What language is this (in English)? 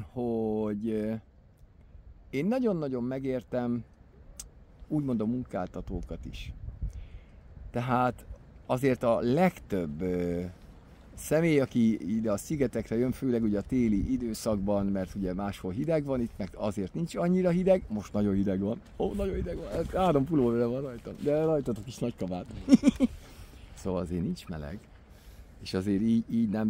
Hungarian